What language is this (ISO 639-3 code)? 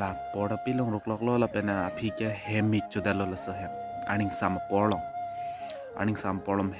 mjw